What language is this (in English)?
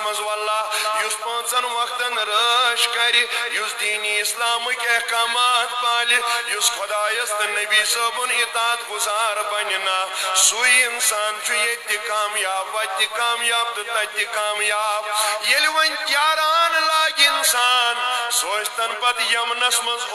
Kashmiri